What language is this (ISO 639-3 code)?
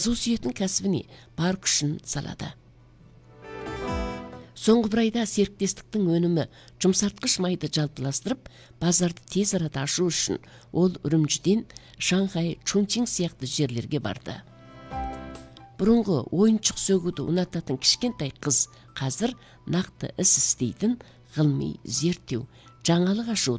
kaz